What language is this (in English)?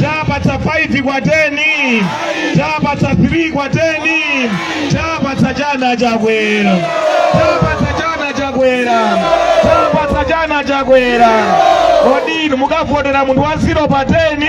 Nyanja